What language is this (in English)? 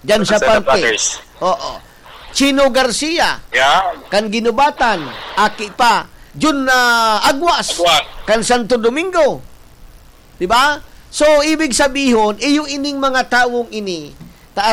Bikol